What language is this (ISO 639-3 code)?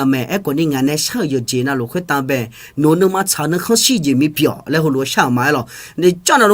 ahk